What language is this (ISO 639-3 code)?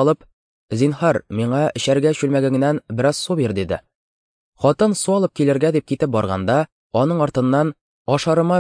tat